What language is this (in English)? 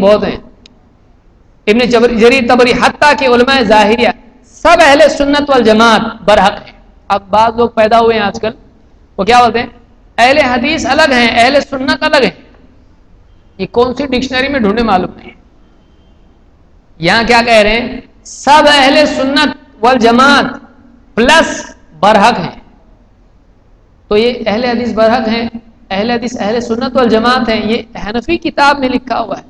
Urdu